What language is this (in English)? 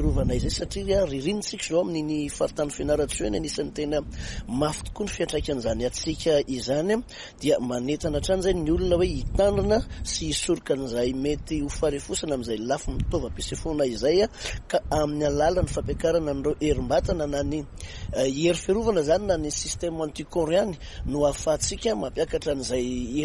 Malagasy